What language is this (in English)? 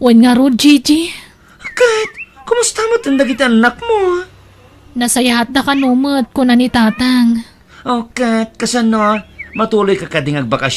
Iloko